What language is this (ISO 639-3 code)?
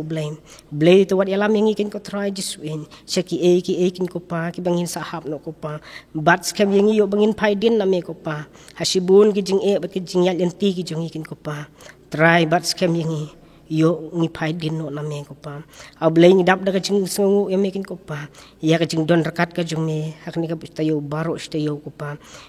kha